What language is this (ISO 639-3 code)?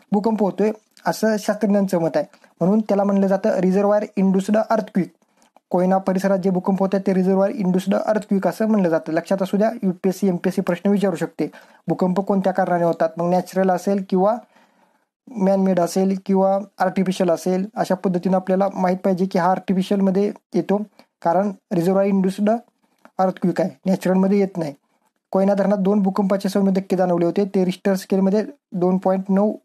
mar